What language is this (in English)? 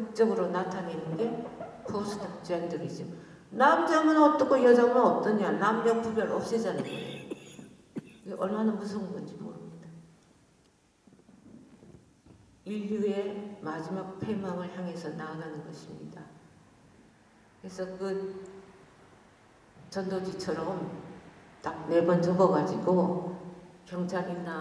Korean